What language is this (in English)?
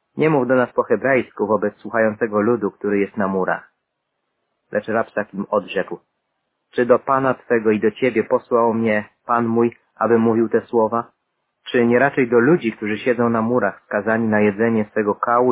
Polish